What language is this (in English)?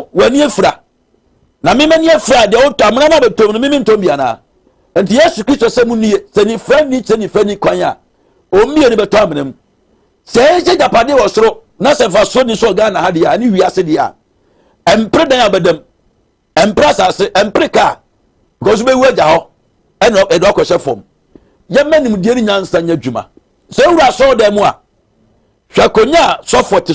Akan